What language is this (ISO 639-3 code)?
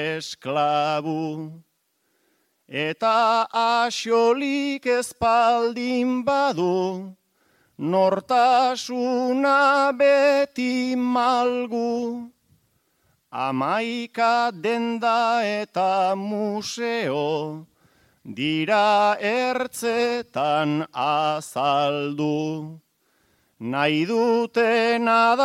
eus